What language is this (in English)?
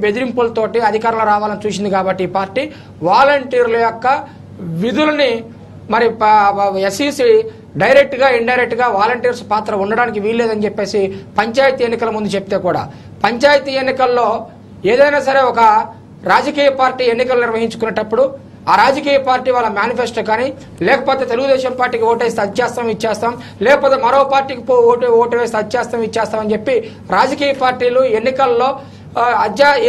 Telugu